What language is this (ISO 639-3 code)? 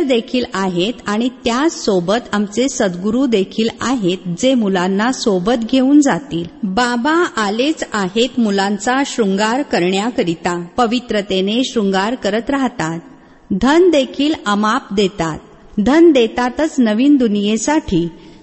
mar